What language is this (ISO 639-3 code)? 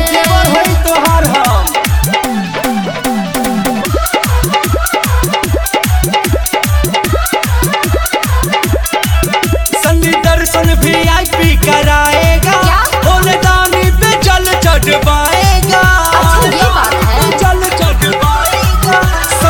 bho